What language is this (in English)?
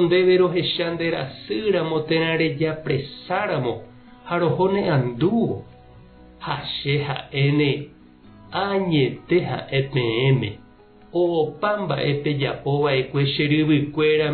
Guarani